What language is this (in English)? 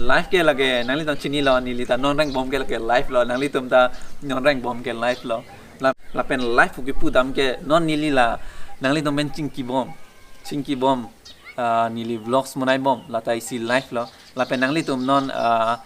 Karbi